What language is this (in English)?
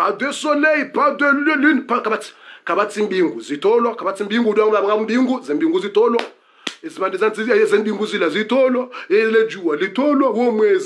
Swahili